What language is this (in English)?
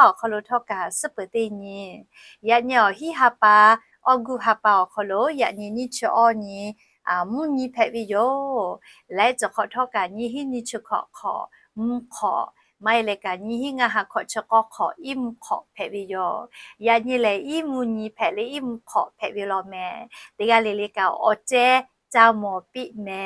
Lahu